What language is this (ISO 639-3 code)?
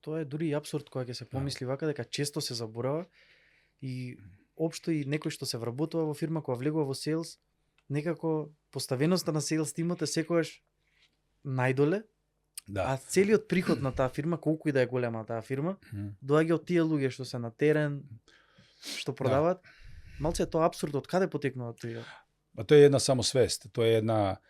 mkd